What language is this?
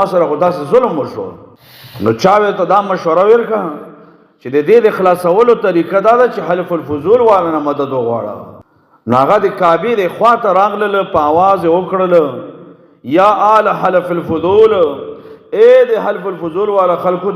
Pashto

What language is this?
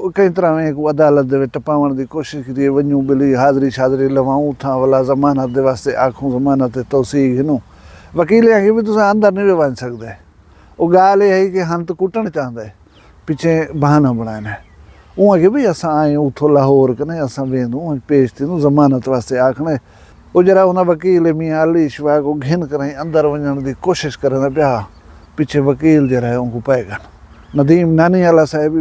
Saraiki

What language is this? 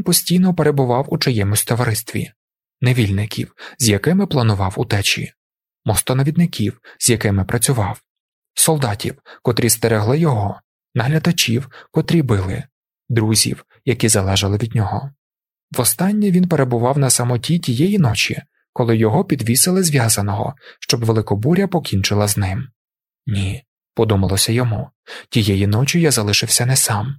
Ukrainian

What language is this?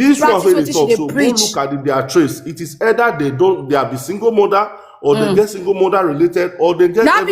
Nigerian Pidgin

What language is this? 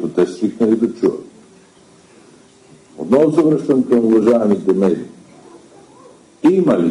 Bulgarian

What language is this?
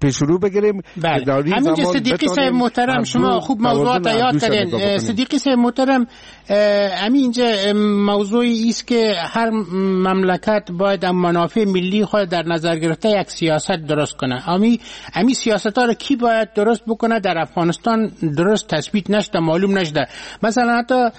Persian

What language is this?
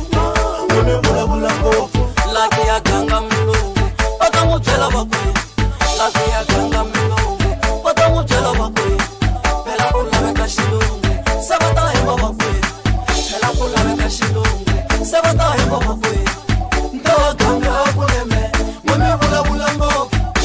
Tsonga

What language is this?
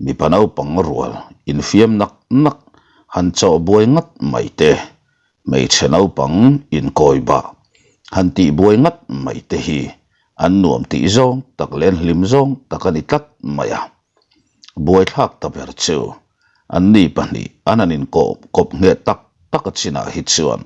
Mizo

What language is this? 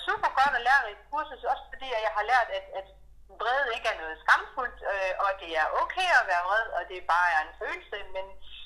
Danish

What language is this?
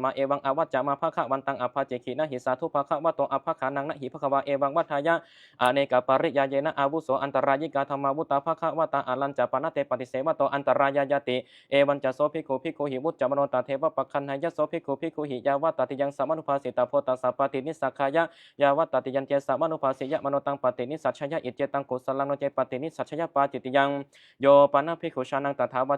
Pali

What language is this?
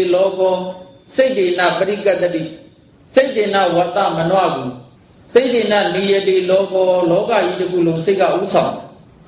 Burmese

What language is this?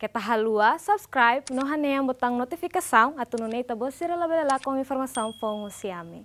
Tetum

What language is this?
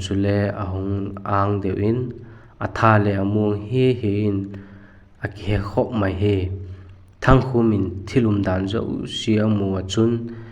Vaiphei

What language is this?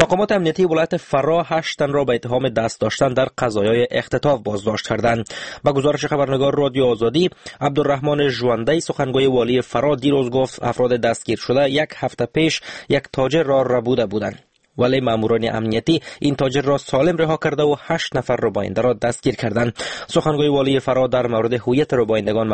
Persian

